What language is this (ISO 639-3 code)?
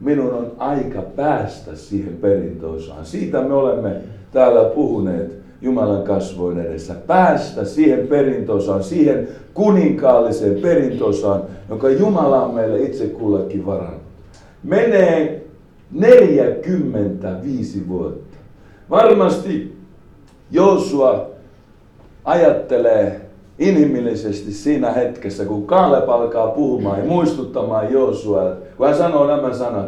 fin